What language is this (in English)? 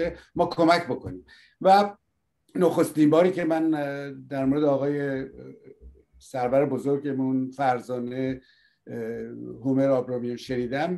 Persian